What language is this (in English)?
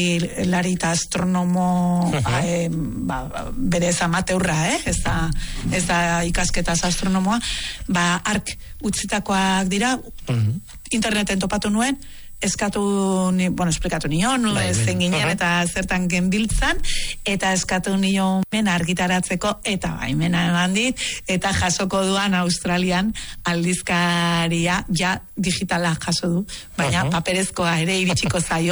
Basque